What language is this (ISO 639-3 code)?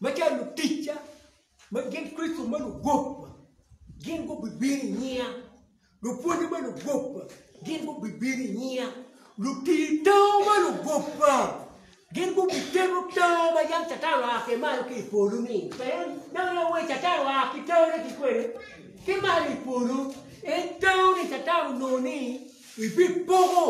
ach